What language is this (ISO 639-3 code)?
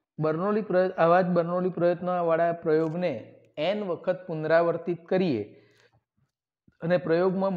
guj